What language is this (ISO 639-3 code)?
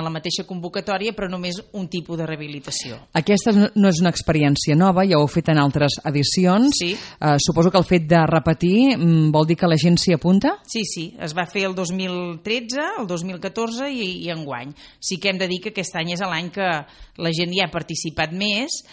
cat